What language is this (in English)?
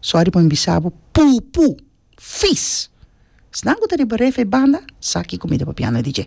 Papiamento